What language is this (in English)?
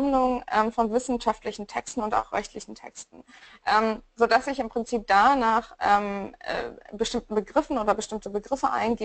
German